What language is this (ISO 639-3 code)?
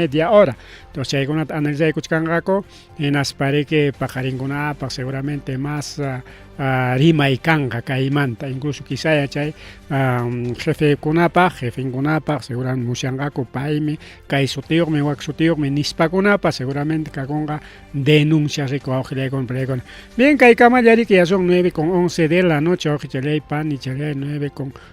quy